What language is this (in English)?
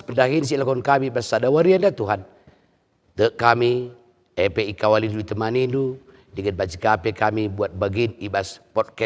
Batak Karo